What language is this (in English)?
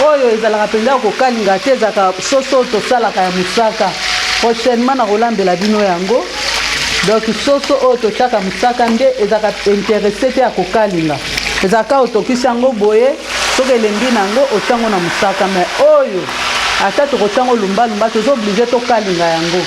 Lingala